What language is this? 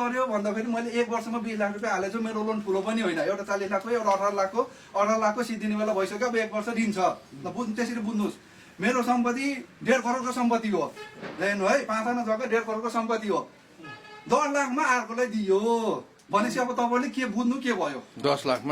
Nepali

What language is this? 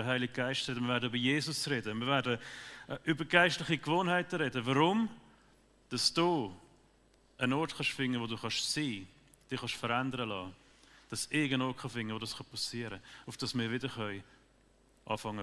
Swiss German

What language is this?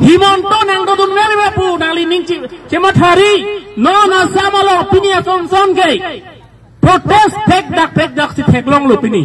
Karbi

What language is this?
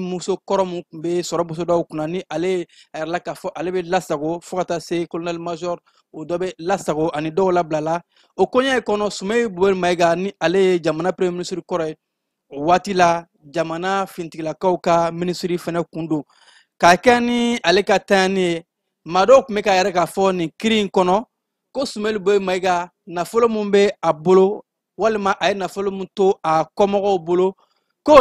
Bambara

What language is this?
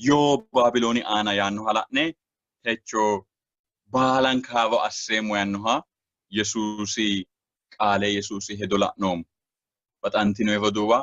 Sidamo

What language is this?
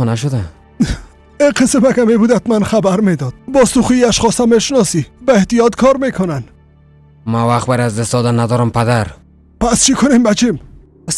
Persian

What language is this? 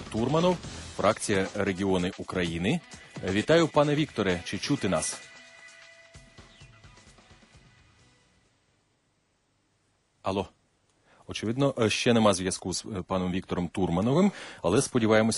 Ukrainian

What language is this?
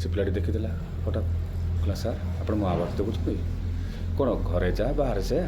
Odia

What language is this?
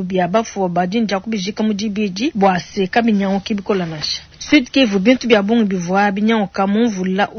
Luba-Lulua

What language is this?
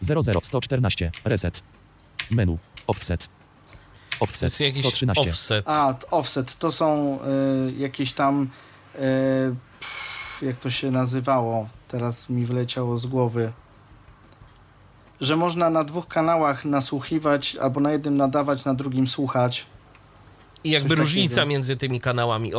Polish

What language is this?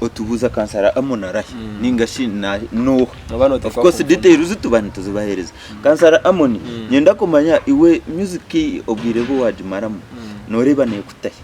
Nyankole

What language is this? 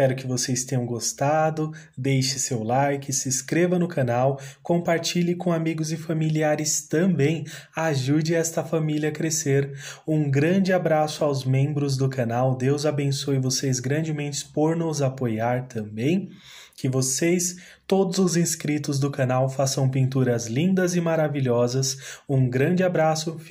Portuguese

